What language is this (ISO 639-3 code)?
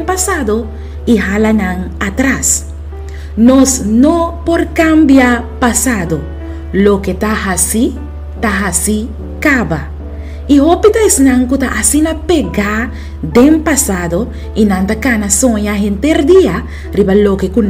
pap